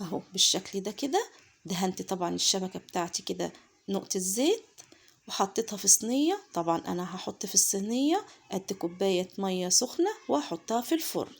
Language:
Egyptian Arabic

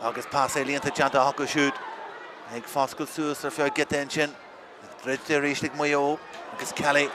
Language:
Irish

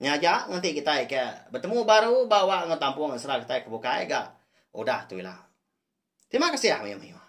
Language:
Iban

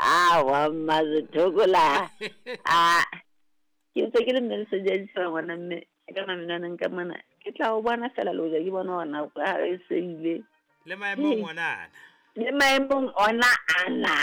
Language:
Southern Sotho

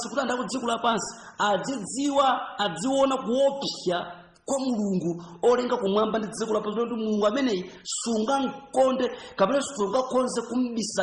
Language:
Nyanja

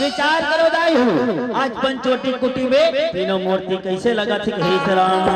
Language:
Chhattisgarhi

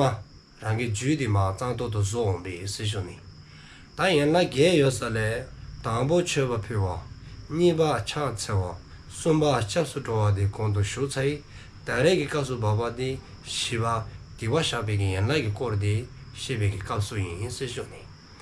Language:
Dzongkha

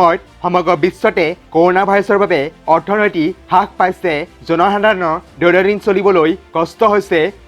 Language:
Assamese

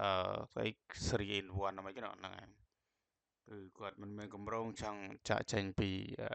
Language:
Khmer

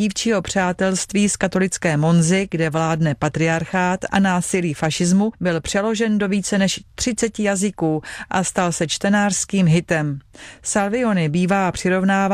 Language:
Czech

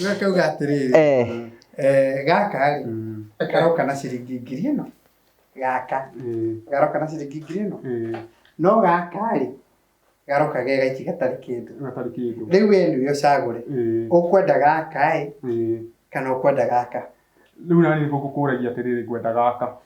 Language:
Kikuyu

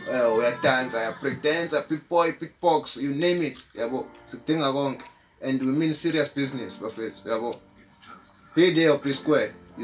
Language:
Zulu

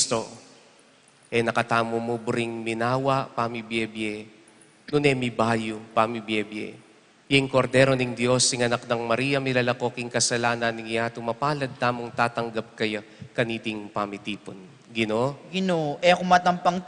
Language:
Pampanga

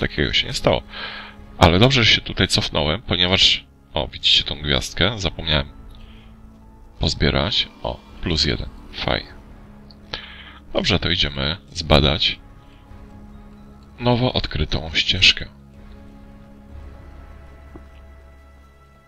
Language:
Polish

